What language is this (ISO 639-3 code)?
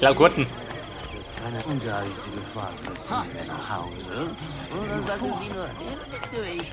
bar